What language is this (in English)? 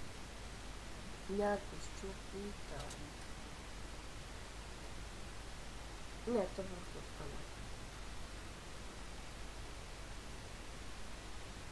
Bulgarian